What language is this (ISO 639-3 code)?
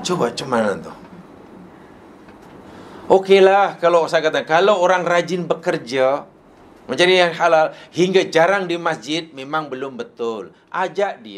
msa